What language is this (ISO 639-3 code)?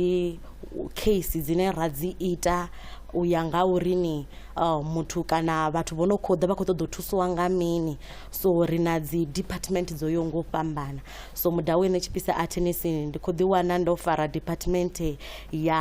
ven